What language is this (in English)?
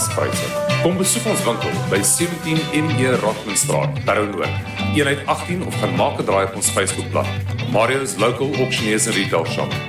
Afrikaans